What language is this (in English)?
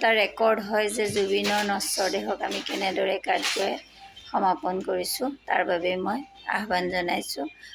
Assamese